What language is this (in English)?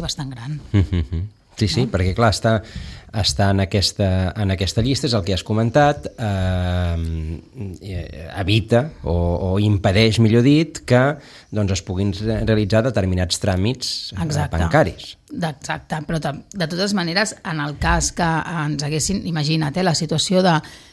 Catalan